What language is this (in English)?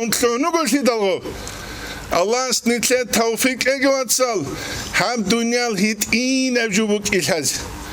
Avaric